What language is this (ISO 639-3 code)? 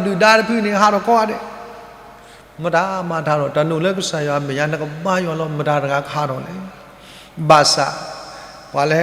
ksw